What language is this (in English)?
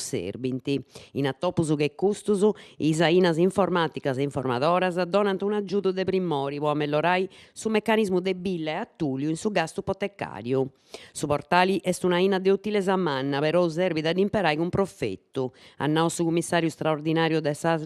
Sardinian